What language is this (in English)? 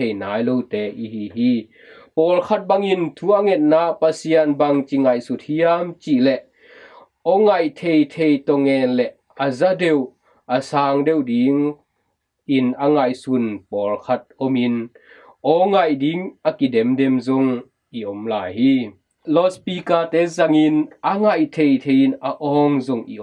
Tedim Chin